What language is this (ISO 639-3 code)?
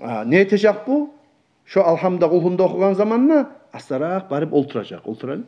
kum